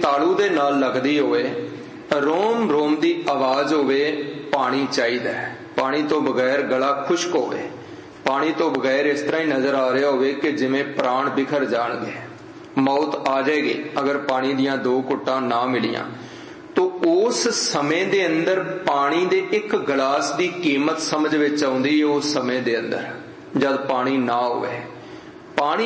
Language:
Punjabi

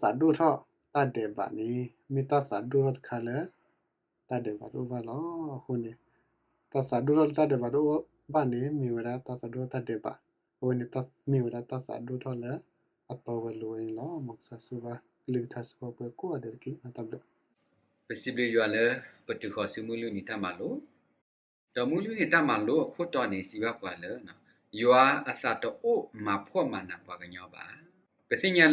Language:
S'gaw Karen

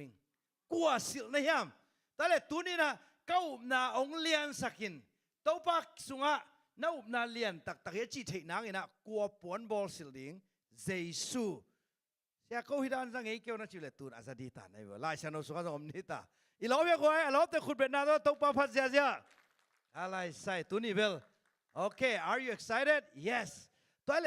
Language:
Tedim Chin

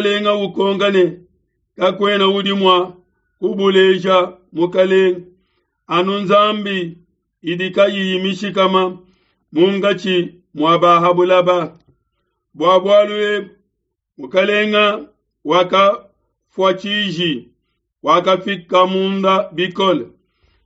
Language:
Luba-Lulua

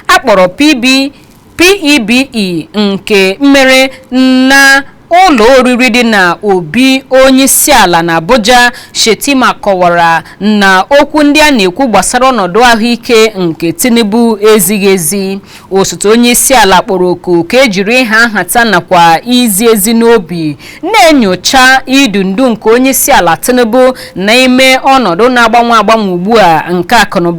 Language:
Igbo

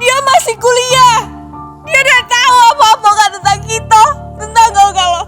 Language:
Musi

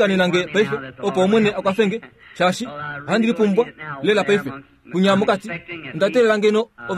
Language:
Kuanyama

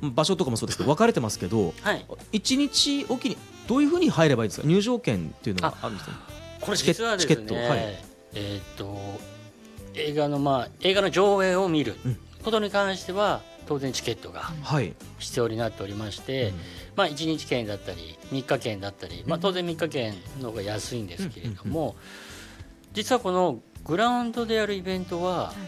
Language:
Japanese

